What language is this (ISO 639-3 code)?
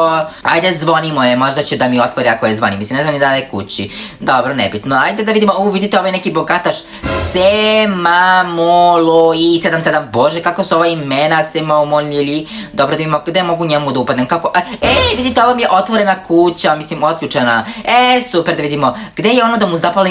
srp